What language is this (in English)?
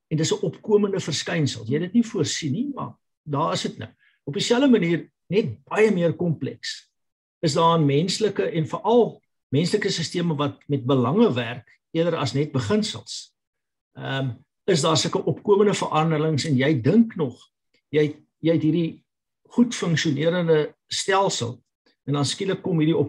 Afrikaans